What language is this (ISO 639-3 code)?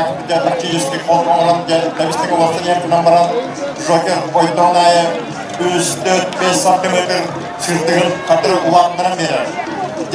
sah